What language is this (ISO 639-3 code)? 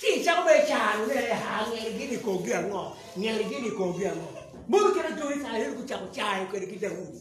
ach